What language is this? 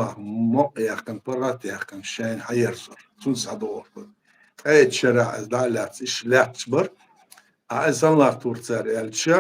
Chechen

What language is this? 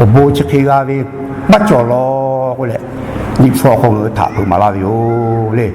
Lahu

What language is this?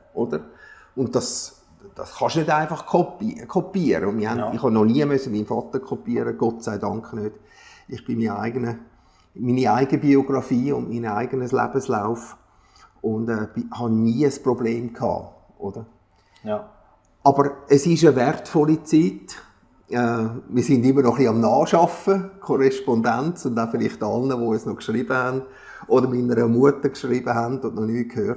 Swiss German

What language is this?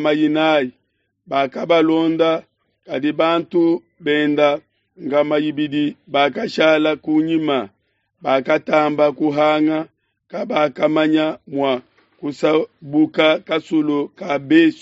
Luba-Lulua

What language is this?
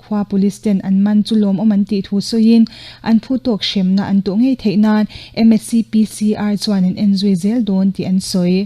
Mizo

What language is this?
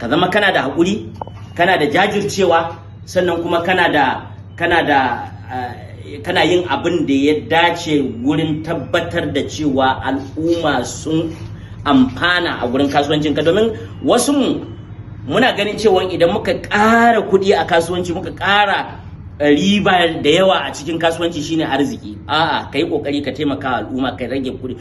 Hausa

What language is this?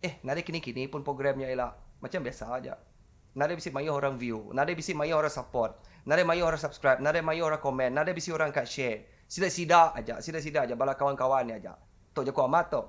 Iban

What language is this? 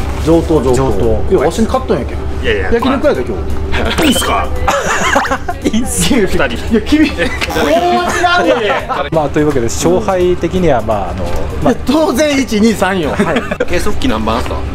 Japanese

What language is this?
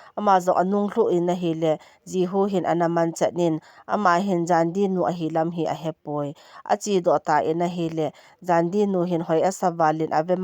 Thado Chin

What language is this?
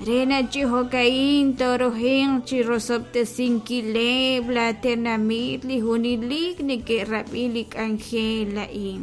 Kekchí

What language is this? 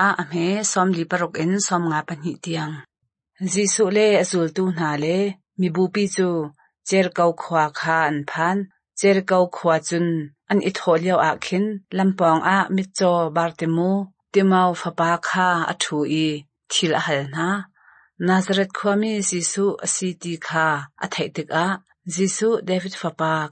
Hakha Chin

